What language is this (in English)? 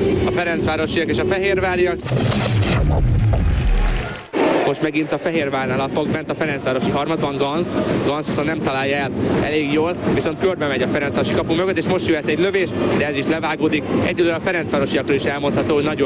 Hungarian